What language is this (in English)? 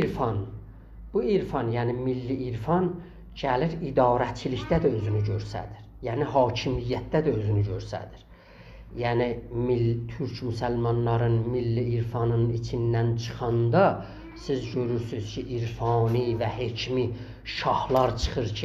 South Azerbaijani